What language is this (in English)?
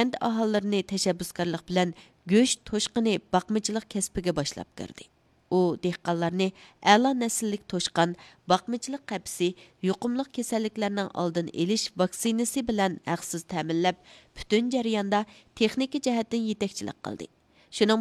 Uyghur